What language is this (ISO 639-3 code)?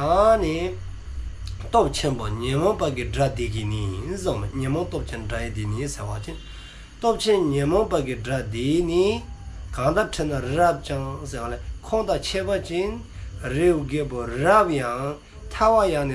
dzo